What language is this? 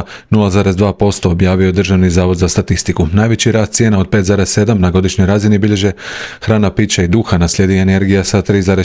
Croatian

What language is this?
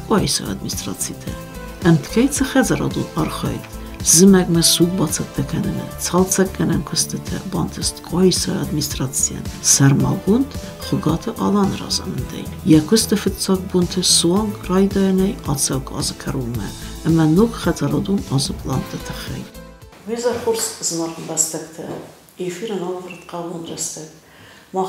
Ossetic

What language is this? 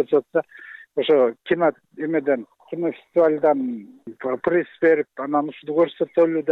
Kyrgyz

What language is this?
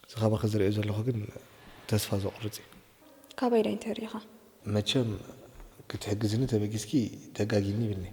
Tigrinya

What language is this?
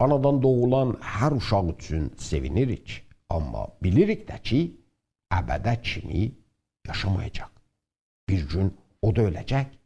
South Azerbaijani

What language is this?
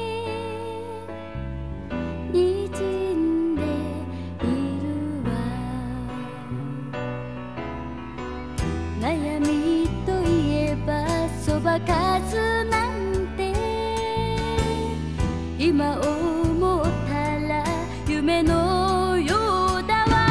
Japanese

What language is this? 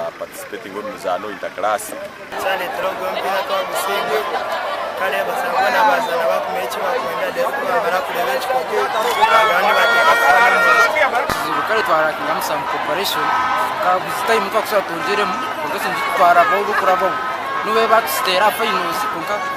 Nyankole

